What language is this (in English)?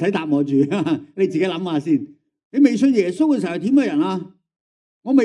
Cantonese